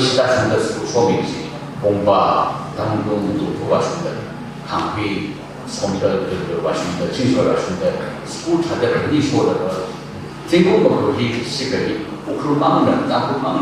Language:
Tangkhul Naga (India)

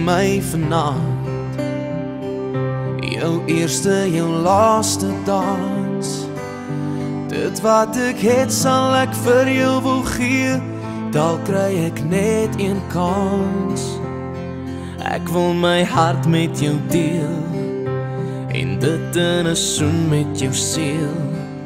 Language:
Afrikaans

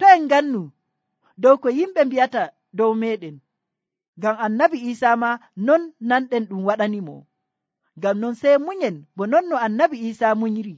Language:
Nigerian Fulfulde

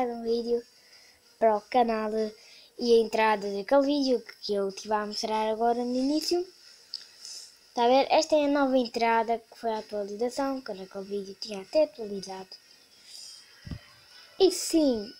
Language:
Portuguese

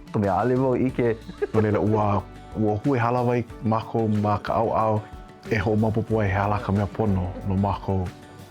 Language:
Hawaiian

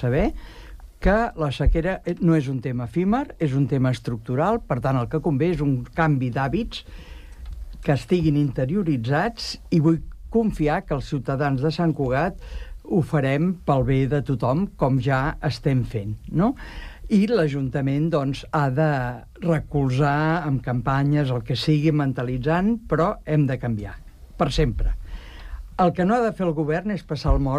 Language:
Catalan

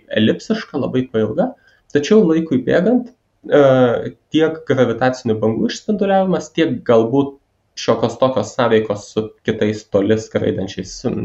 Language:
Lithuanian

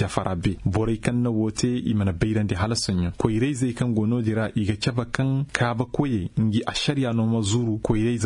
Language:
Koyraboro Senni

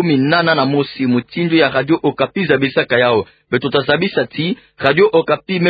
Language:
Kituba (Democratic Republic of Congo)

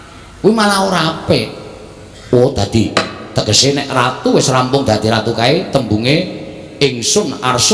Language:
Javanese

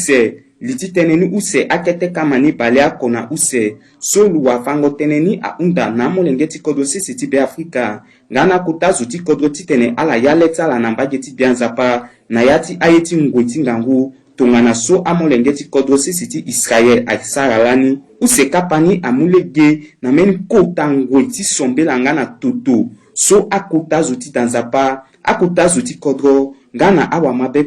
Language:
Sango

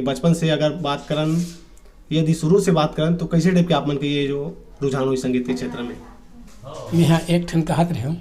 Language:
Chhattisgarhi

